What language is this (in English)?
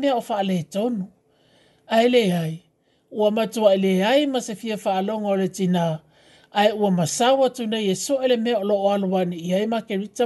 Samoan